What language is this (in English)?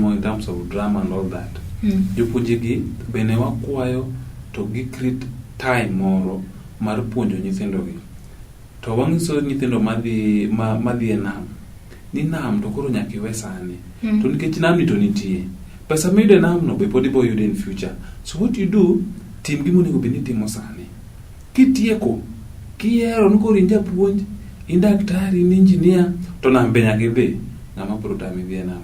Luo (Kenya and Tanzania)